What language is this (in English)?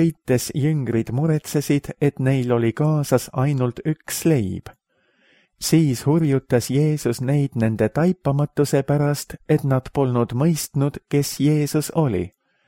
Estonian